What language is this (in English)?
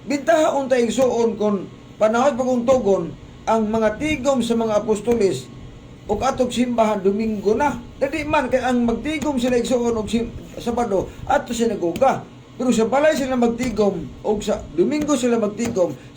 Cebuano